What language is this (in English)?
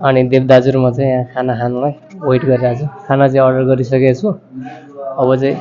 Nepali